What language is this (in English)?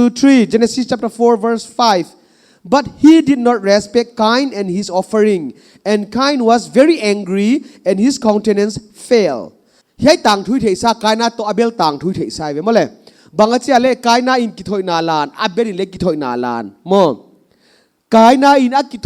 Paite Chin